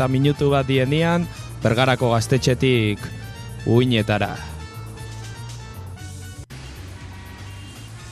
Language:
Basque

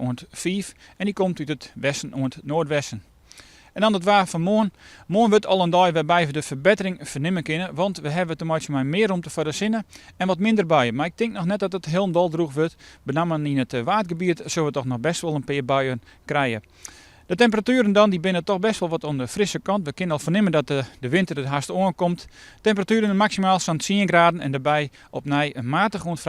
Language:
Western Frisian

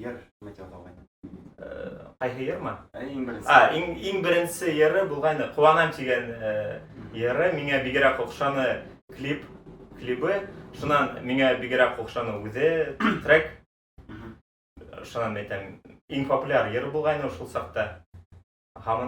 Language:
Bashkir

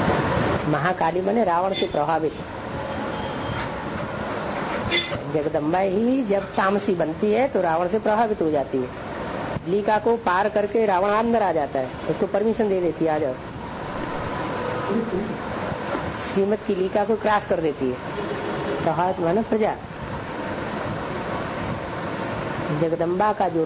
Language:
Hindi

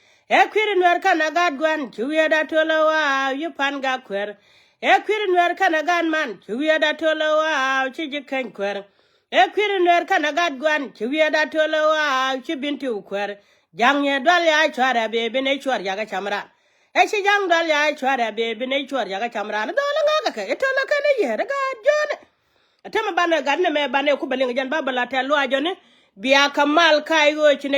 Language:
Nuer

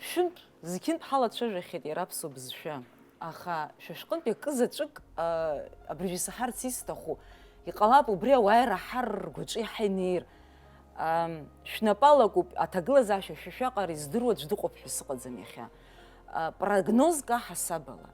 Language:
Abkhazian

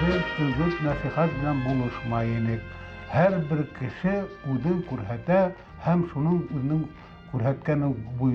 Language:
Bashkir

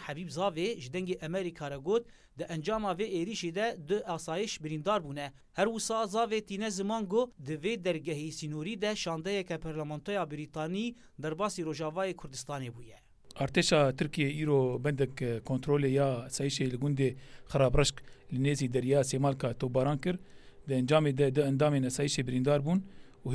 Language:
Kurdish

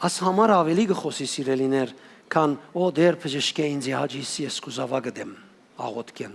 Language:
Western Armenian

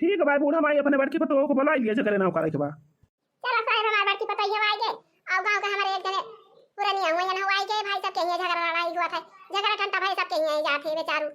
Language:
Awadhi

